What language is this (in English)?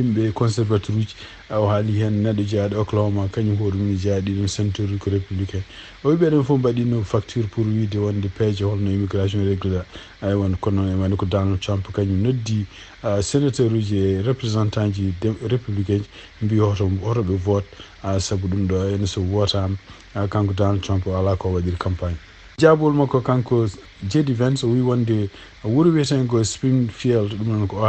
Fula